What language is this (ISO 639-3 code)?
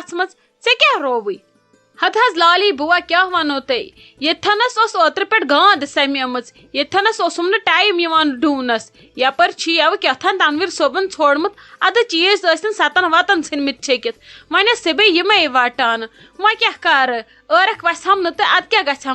kas